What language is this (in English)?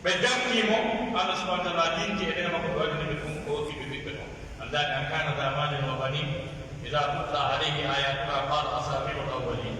Pular